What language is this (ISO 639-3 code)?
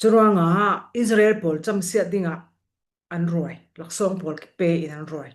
cfm